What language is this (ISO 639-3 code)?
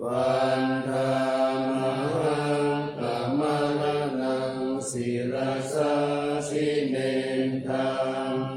pli